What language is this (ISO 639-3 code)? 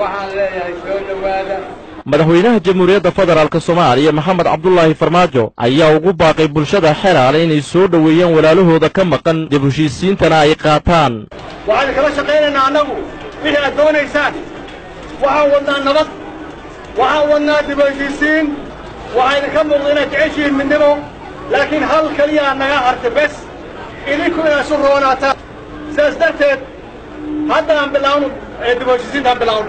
som